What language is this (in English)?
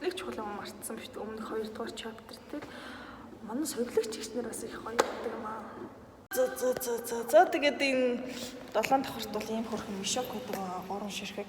Mongolian